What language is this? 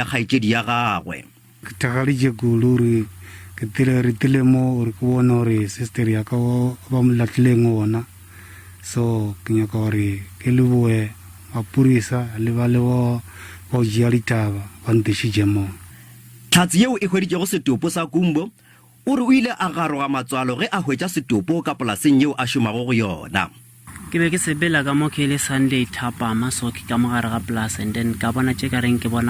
Northern Sotho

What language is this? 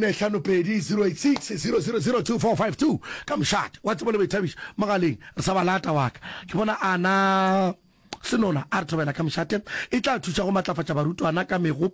Northern Sotho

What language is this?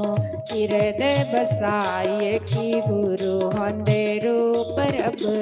Dogri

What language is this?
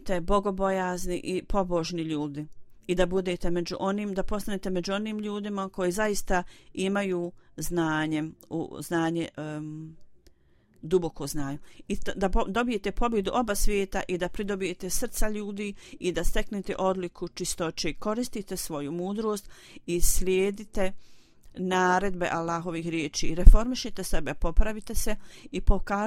Bosnian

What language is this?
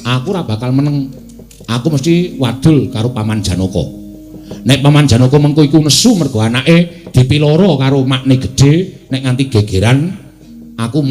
Javanese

